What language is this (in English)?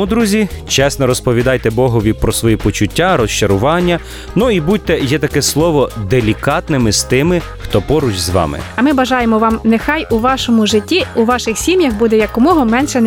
Ukrainian